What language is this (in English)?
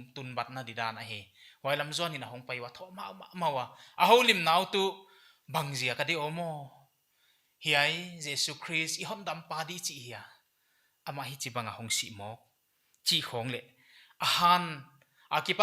Paite Chin